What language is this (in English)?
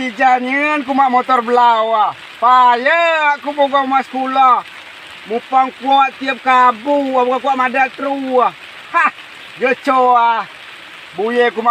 Rejang